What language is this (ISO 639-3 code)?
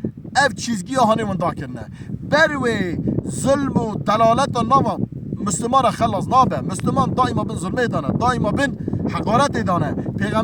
kur